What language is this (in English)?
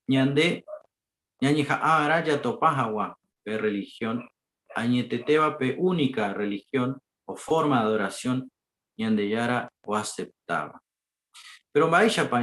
Guarani